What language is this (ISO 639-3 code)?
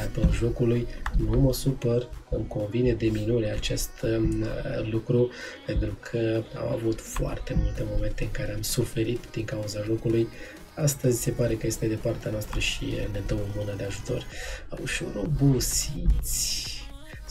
ron